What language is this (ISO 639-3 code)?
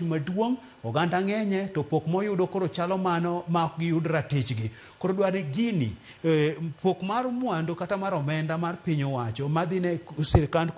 luo